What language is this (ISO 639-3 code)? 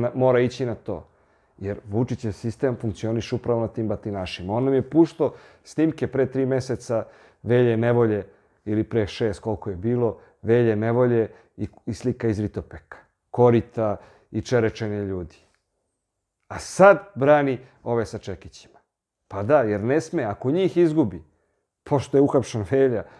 srp